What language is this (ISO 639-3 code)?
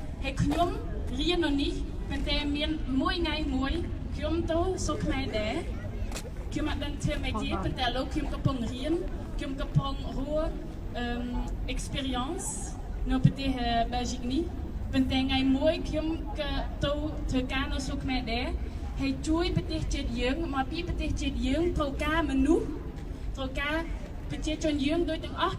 khm